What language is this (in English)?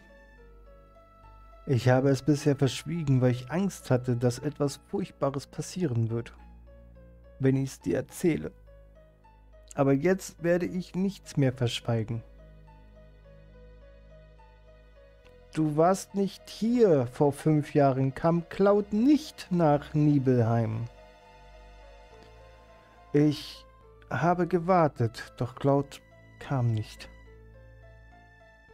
German